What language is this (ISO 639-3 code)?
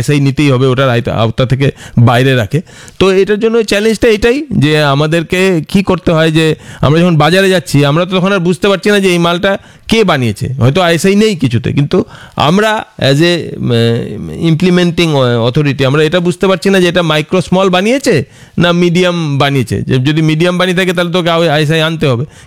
ben